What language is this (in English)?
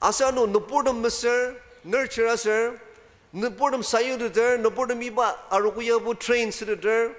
Ao Naga